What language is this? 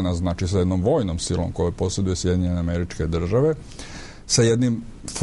Serbian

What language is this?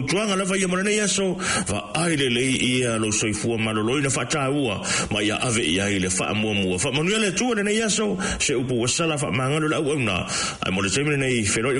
Samoan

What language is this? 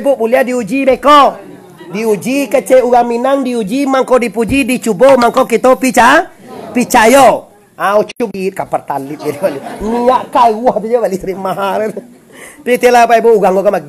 Minangkabau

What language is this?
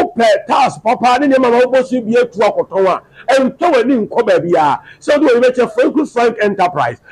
Akan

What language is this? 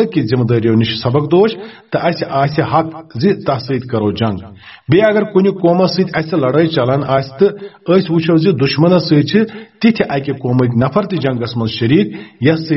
Kashmiri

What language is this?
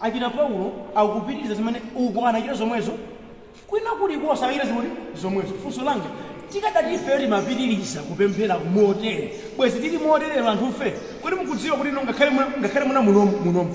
Nyanja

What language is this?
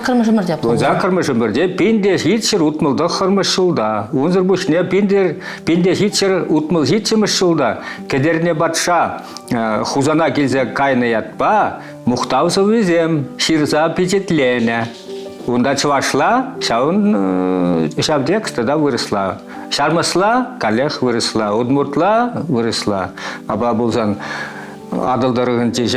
Chuvash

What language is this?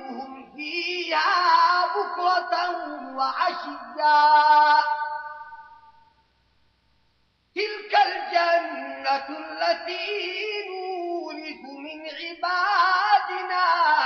Arabic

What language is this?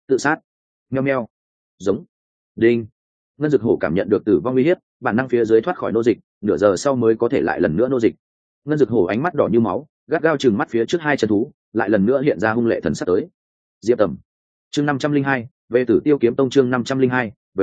Vietnamese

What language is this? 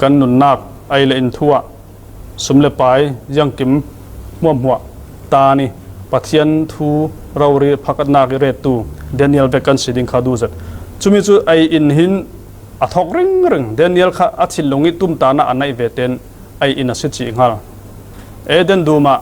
Falam Chin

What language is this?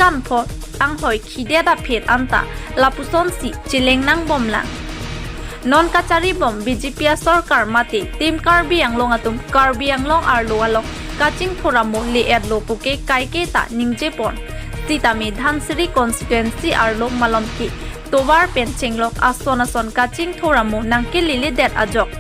Karbi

